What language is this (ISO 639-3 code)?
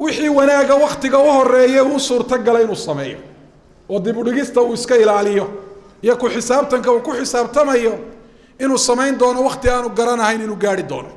som